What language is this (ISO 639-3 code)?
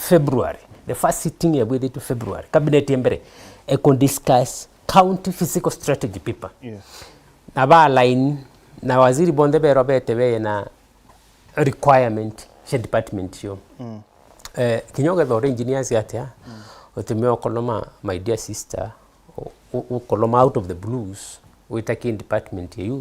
mer